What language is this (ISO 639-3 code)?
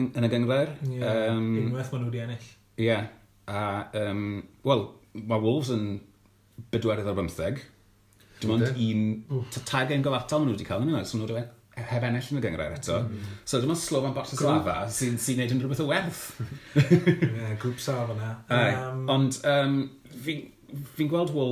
cym